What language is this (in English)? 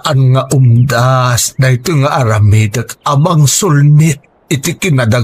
Iloko